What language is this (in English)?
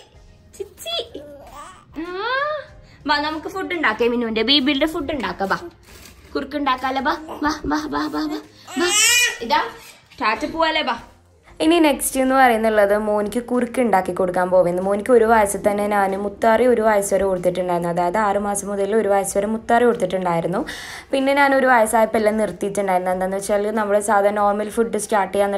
Malayalam